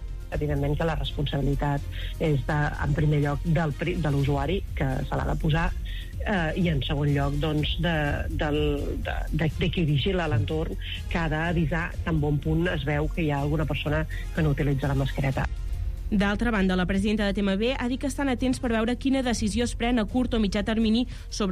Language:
Catalan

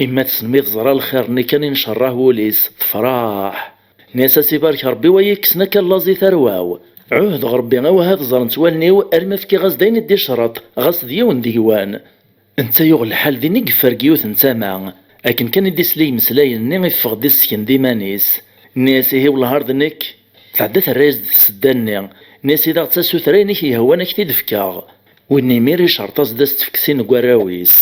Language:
Kabyle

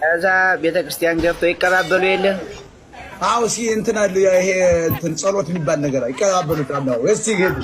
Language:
Amharic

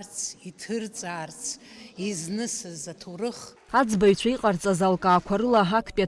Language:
Abkhazian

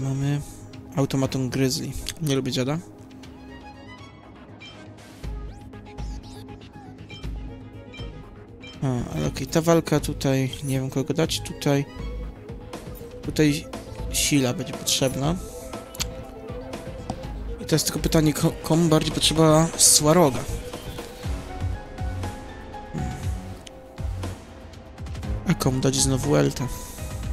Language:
Polish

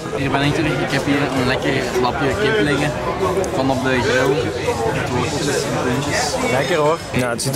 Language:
Dutch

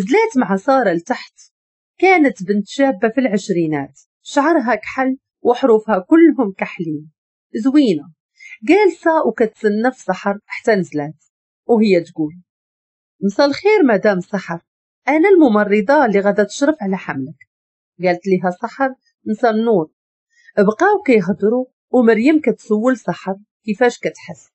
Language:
Moroccan Arabic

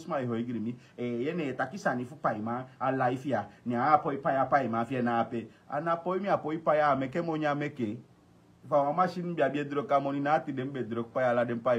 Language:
Sranan Tongo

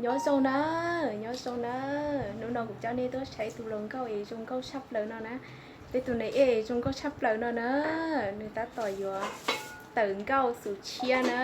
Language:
Hmong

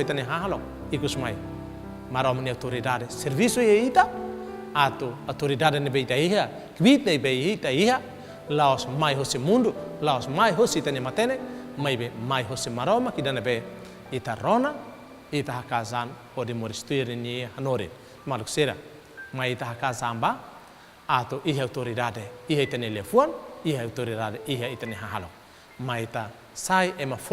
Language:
Tetum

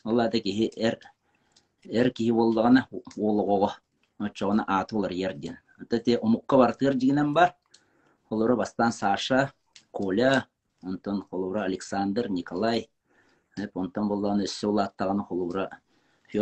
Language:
Yakut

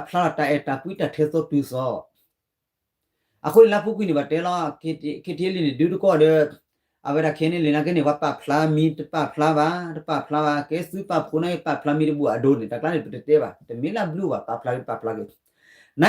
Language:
S'gaw Karen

